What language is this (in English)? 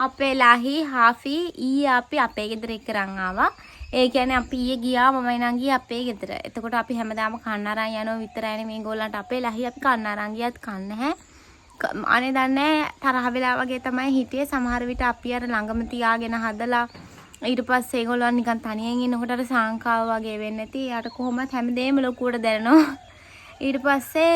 Sinhala